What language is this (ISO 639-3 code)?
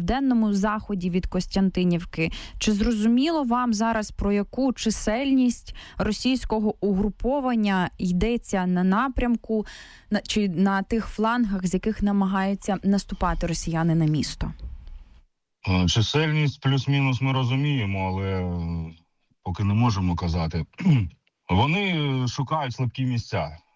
ukr